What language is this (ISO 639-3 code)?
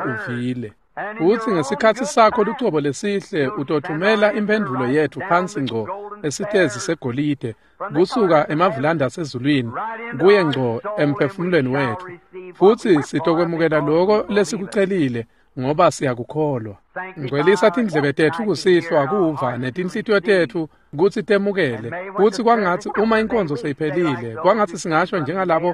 ssw